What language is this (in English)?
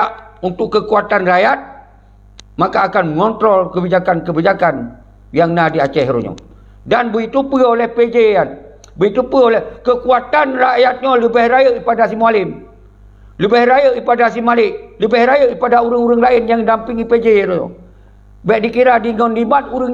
Achinese